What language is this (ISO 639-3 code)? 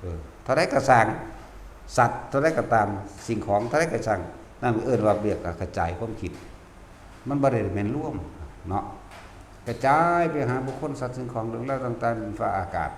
lao